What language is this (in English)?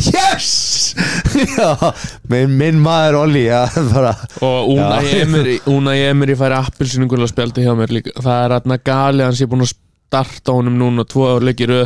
Icelandic